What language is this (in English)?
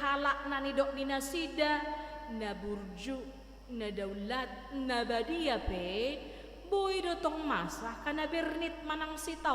Batak Toba